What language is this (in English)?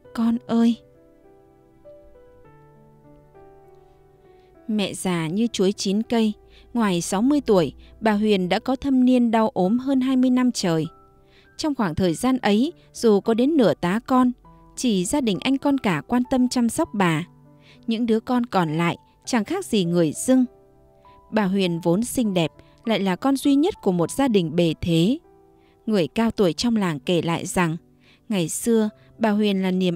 Vietnamese